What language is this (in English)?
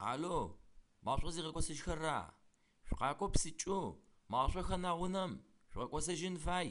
Adyghe